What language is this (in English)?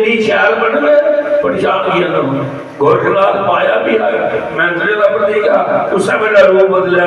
Dogri